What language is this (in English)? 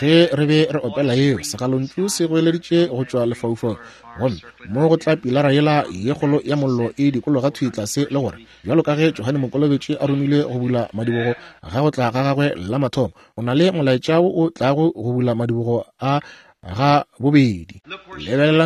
Northern Sotho